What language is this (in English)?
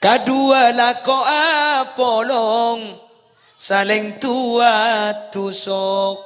Madurese